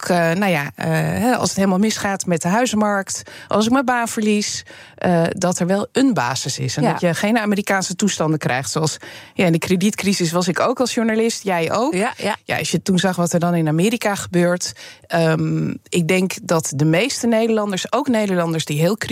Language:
Dutch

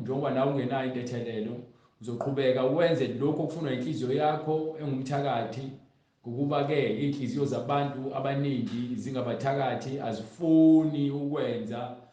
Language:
Zulu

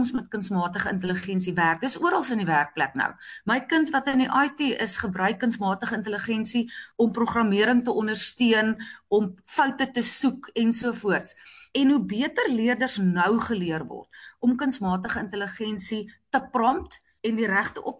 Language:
Afrikaans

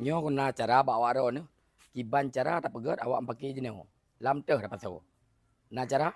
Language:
Achinese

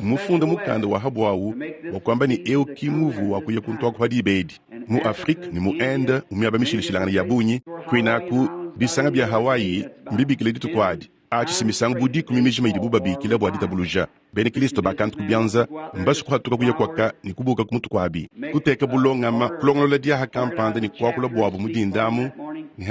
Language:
Luba-Lulua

